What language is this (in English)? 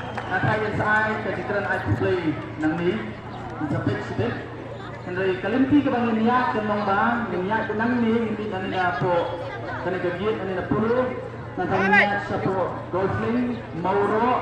Khasi